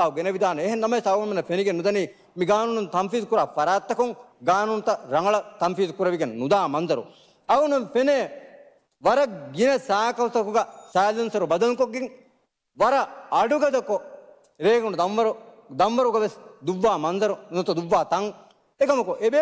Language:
Divehi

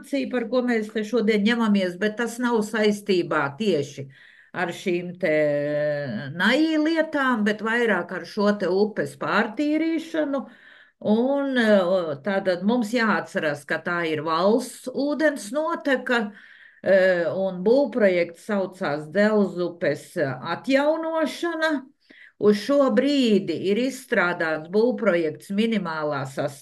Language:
Latvian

